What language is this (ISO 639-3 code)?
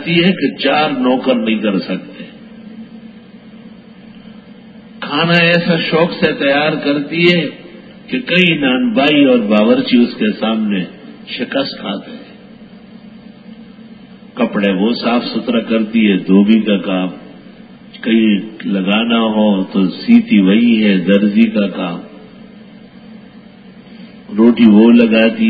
urd